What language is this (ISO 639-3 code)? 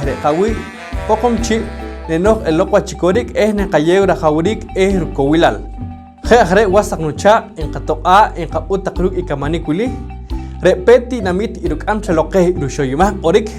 poh